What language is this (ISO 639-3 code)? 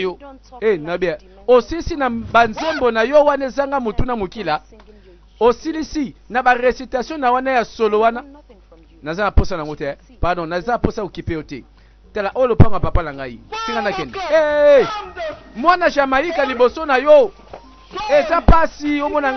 lin